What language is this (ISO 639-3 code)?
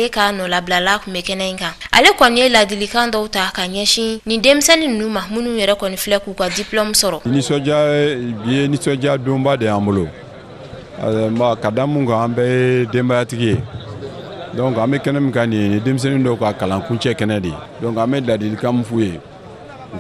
bam